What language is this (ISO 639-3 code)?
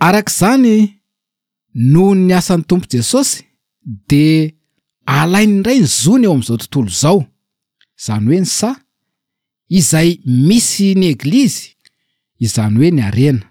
mlg